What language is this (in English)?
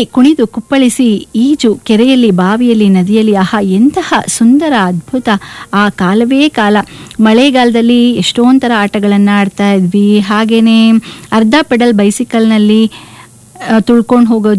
Kannada